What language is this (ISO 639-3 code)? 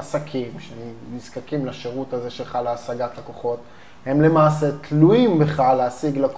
heb